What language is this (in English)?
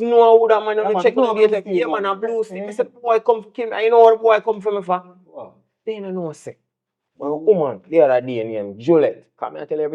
Jamaican Creole English